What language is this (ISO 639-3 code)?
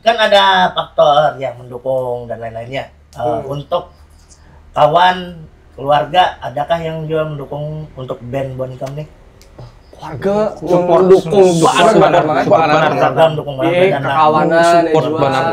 bjn